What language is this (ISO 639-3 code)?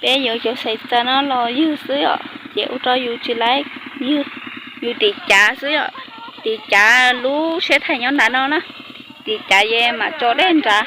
hmn